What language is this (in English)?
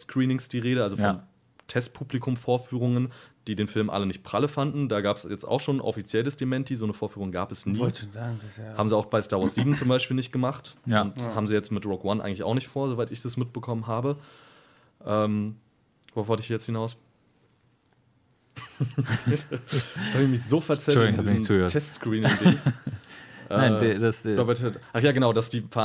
German